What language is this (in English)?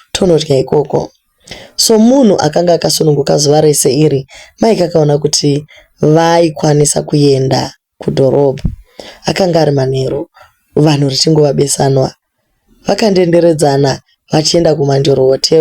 Shona